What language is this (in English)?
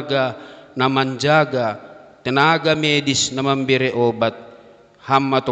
Batak Simalungun